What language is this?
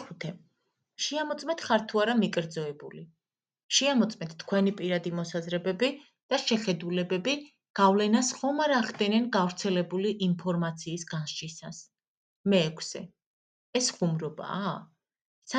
Georgian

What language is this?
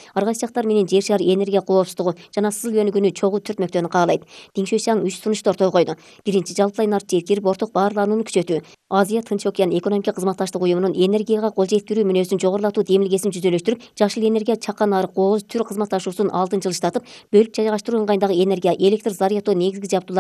Kyrgyz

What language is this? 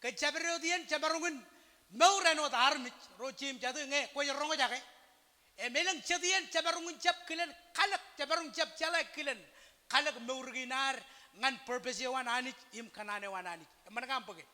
Marshallese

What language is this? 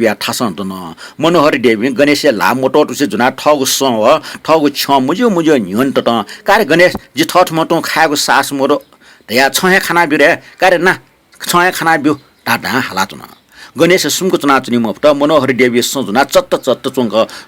Newari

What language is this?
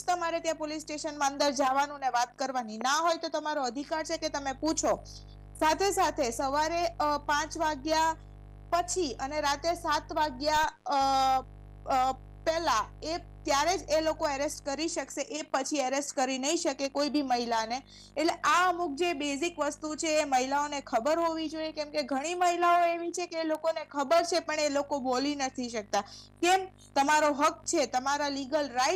Gujarati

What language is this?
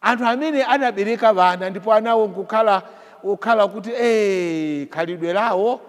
Nyanja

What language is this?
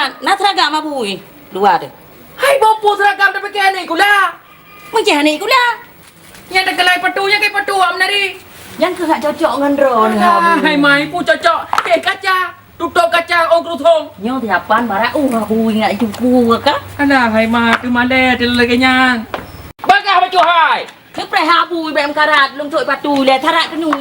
Achinese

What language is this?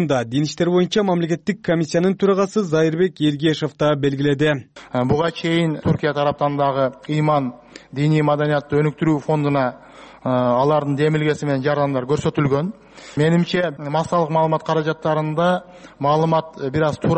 Kyrgyz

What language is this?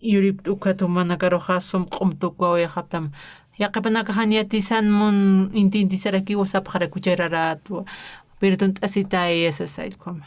Aymara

